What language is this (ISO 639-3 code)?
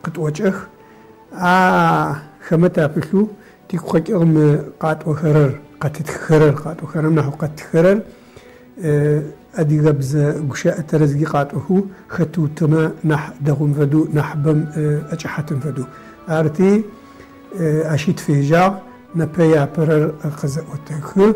ady